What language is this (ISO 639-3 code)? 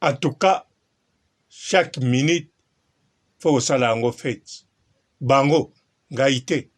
lin